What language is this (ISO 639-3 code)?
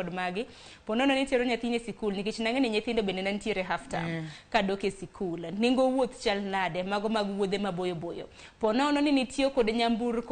luo